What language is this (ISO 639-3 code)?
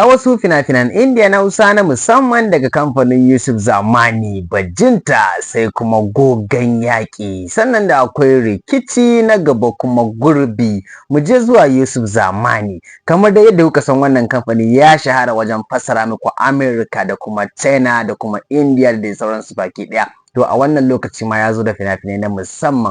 hau